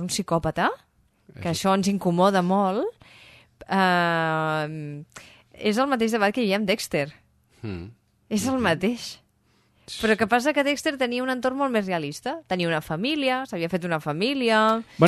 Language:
Catalan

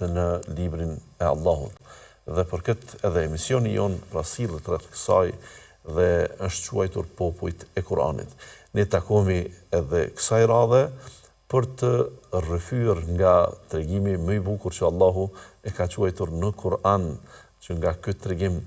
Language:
Albanian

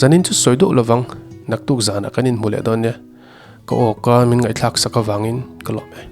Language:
Mizo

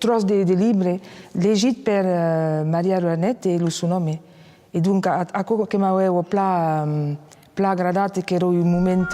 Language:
Occitan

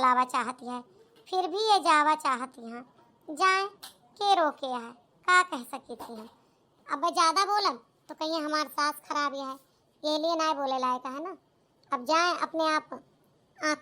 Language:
Awadhi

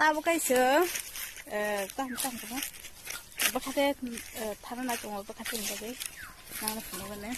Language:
Kok Borok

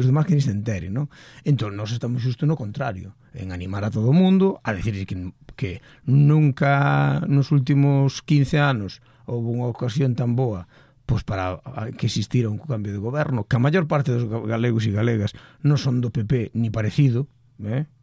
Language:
Galician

